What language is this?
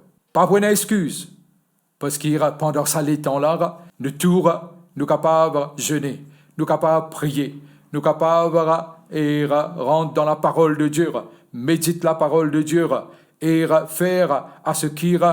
Morisyen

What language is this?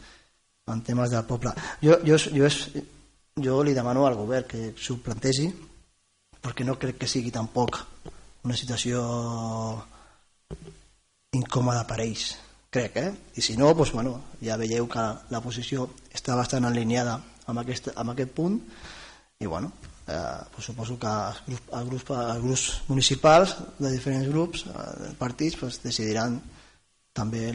Catalan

